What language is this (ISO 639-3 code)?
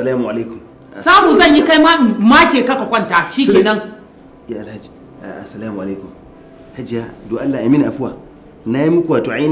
hau